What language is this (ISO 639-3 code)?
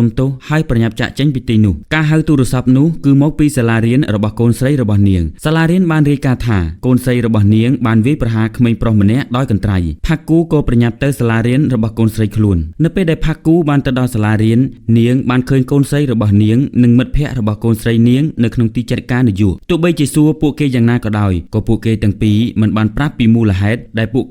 khm